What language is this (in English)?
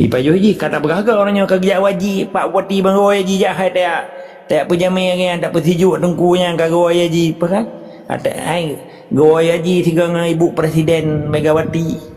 Achinese